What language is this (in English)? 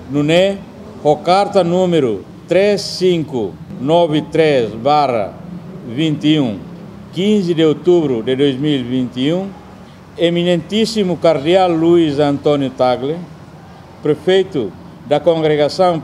Tetum